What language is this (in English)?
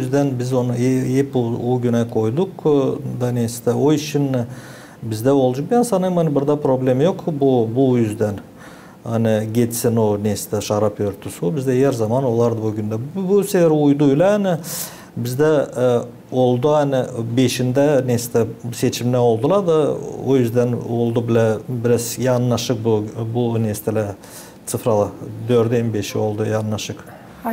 Gagauz